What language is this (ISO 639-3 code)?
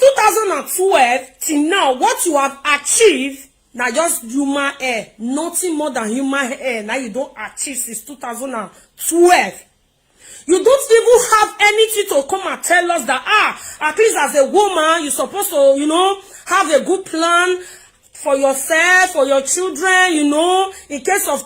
pcm